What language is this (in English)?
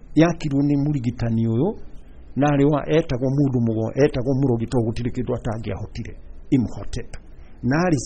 Kikuyu